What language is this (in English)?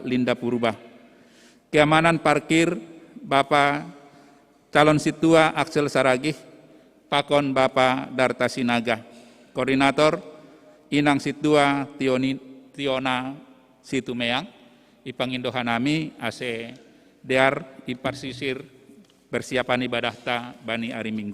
Batak Simalungun